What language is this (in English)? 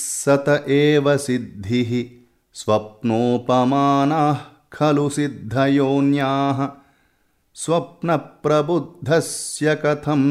Sanskrit